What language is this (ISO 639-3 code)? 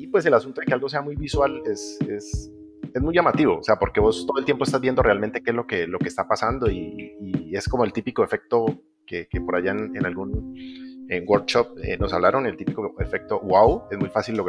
spa